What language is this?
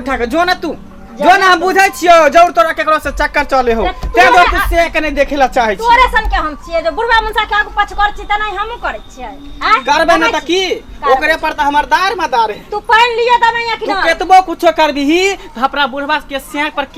Maithili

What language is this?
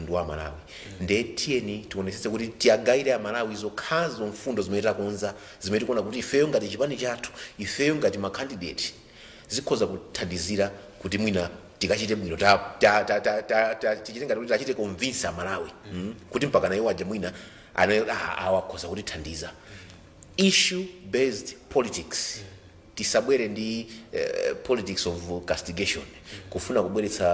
Nyanja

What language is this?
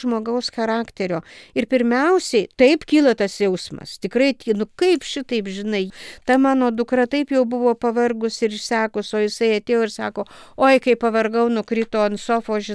Lithuanian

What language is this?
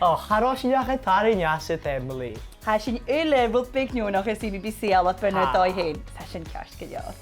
Scottish Gaelic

